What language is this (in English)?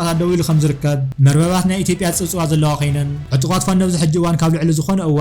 Tigrinya